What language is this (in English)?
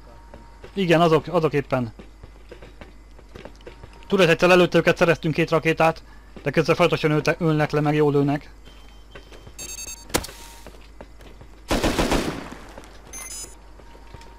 Hungarian